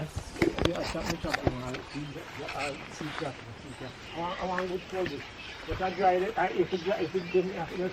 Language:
Jamaican Creole English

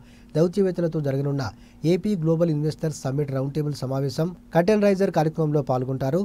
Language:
Telugu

